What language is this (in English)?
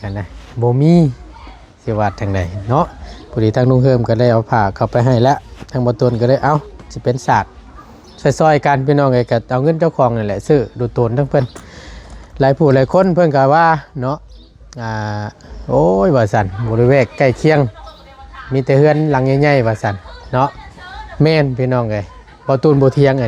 Northeastern Thai